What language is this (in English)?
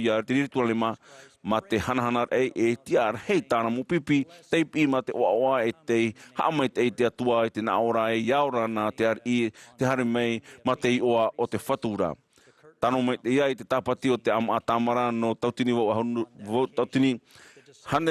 Tahitian